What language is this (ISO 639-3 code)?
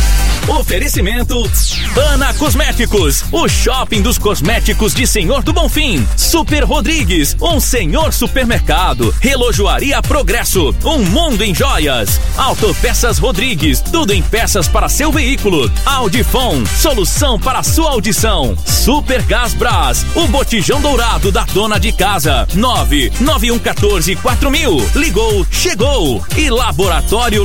por